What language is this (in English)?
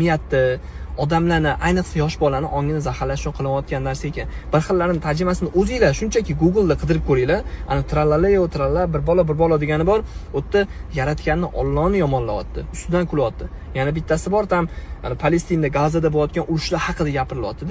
Uzbek